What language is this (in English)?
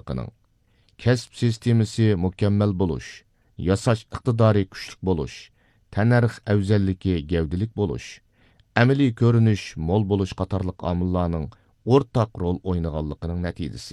Uyghur